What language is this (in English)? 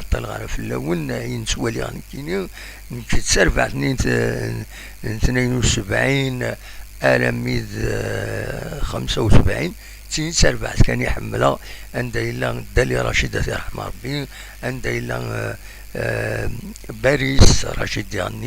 Kabyle